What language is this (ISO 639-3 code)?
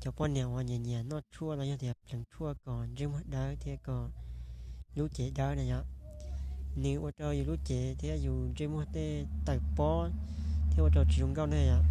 hmn